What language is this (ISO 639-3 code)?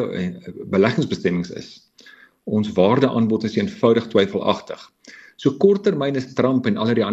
afr